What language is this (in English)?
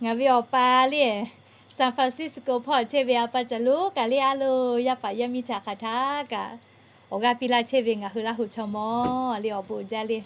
Lahu